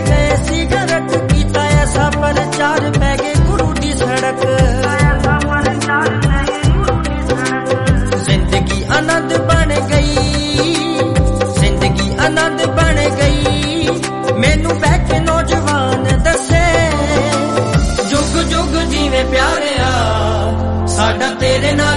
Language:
Punjabi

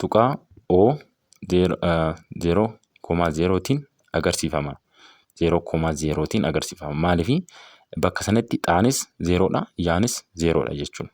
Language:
Oromo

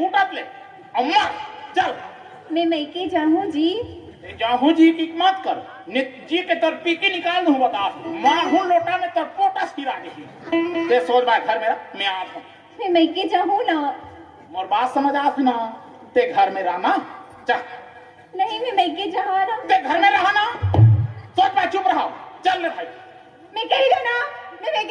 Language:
Chhattisgarhi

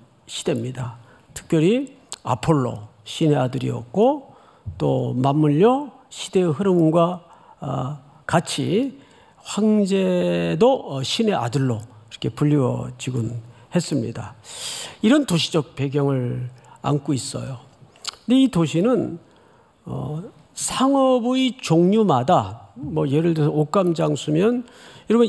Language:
Korean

